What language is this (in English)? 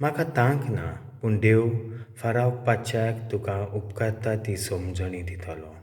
Konkani